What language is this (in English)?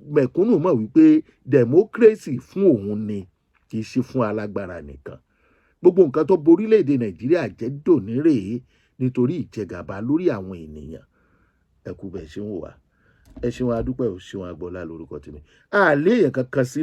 Yoruba